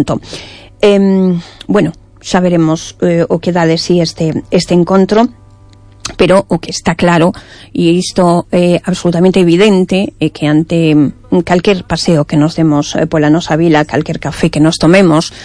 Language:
Galician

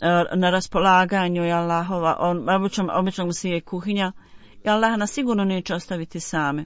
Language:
Bosnian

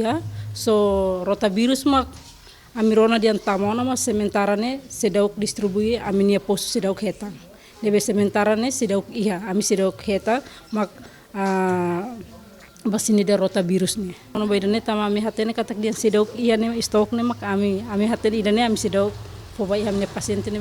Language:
Tetum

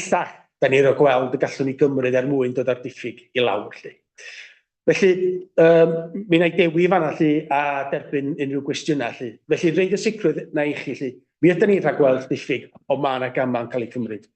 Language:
Welsh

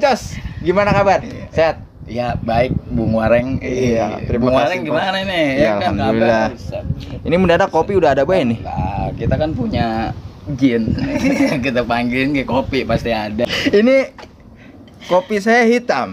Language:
Betawi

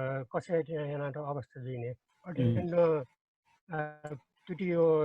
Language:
Newari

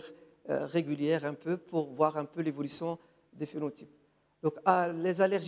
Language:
French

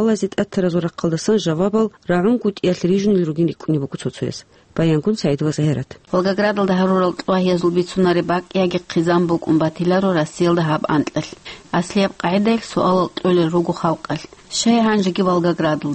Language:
Avaric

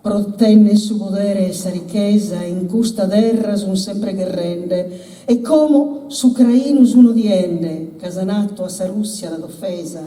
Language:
Sardinian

